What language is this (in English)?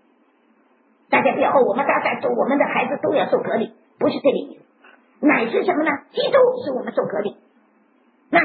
Chinese